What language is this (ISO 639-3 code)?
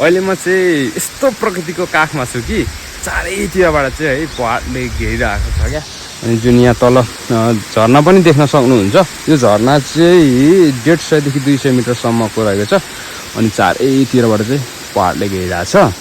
nep